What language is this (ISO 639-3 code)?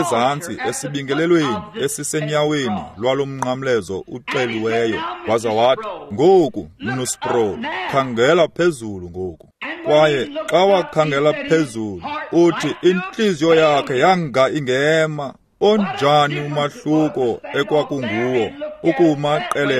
xho